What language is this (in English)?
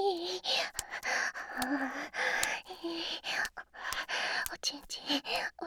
Japanese